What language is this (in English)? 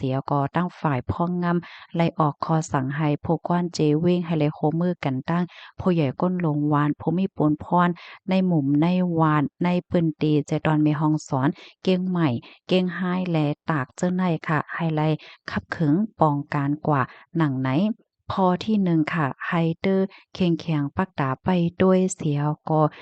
Shan